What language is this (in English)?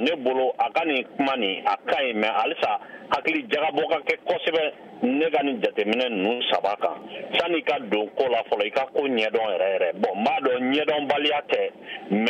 Bambara